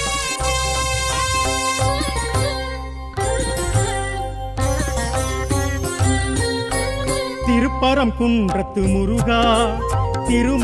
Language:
Tamil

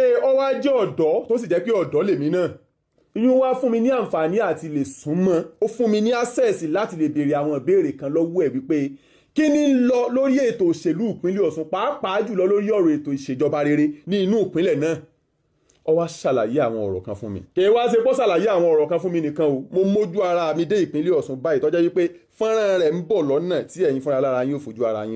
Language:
Yoruba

